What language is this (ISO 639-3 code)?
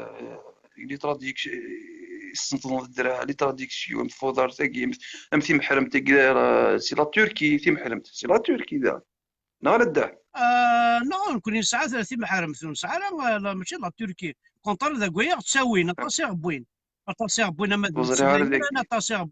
kab